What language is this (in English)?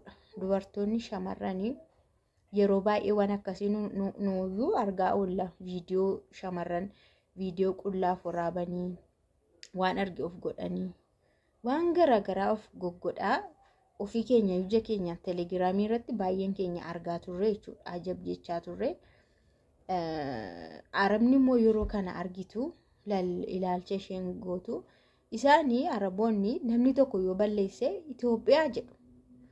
Oromo